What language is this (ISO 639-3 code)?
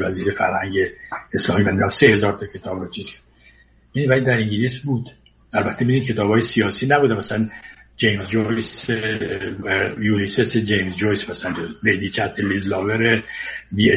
fas